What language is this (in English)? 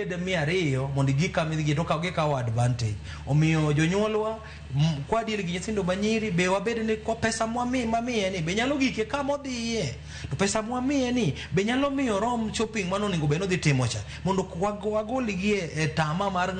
Luo (Kenya and Tanzania)